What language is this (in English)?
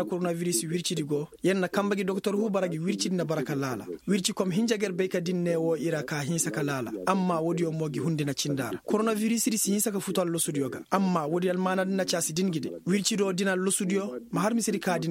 Koyraboro Senni